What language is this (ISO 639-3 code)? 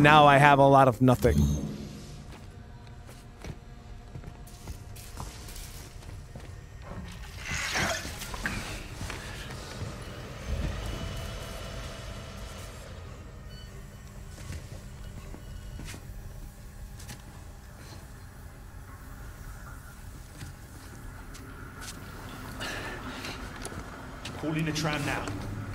eng